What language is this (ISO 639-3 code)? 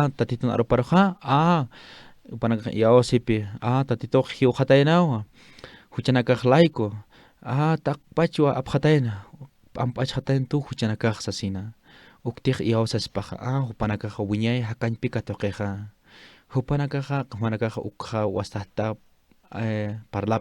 aym